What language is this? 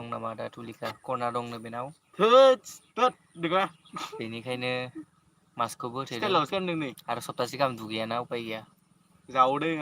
Bodo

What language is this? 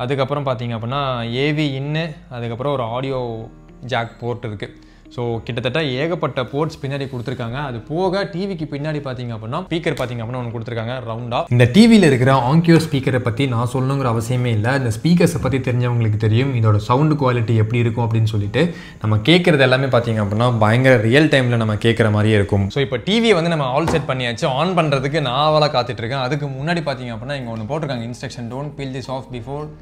Tamil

